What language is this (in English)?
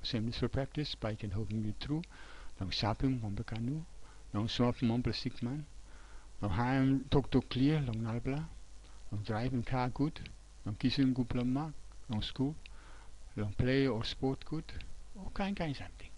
Tok Pisin